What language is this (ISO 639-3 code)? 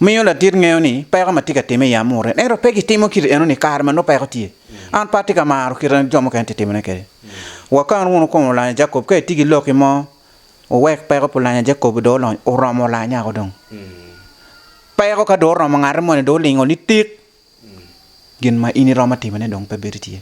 ach